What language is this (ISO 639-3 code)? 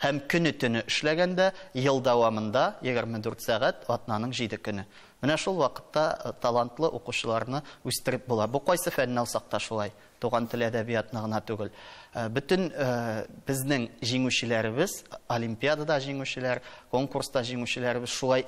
tat